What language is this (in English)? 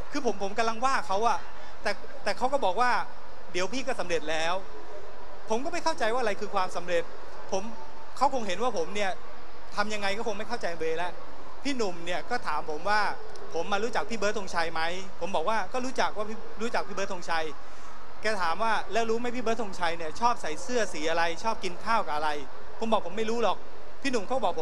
Thai